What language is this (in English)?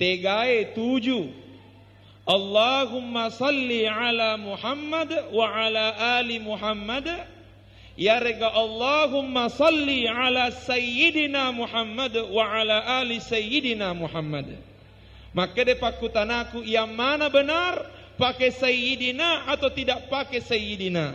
Buginese